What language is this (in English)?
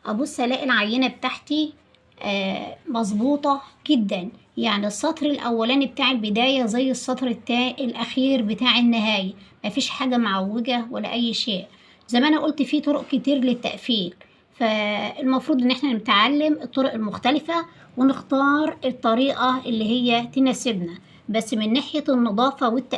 Egyptian Arabic